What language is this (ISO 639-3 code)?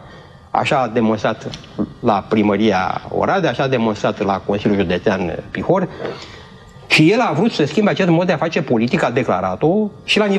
ron